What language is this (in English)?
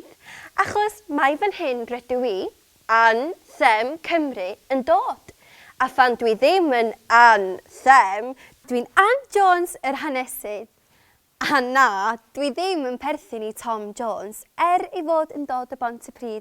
Welsh